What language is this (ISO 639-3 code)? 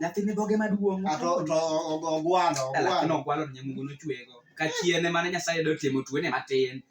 luo